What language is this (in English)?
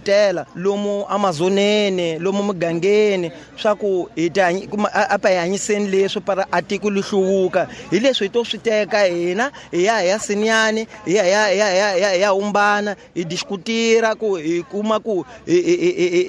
Tsonga